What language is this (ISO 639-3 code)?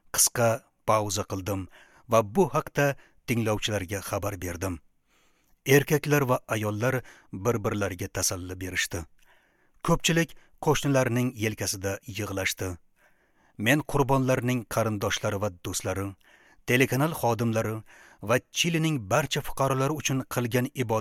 uzb